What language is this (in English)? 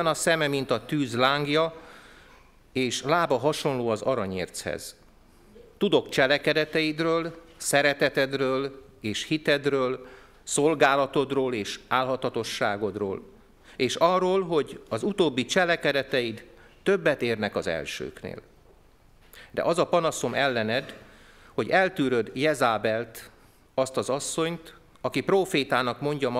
Hungarian